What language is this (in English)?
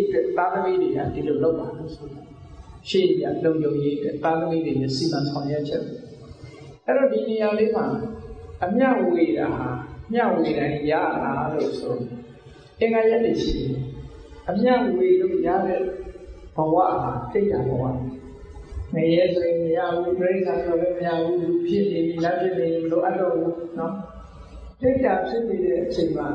Burmese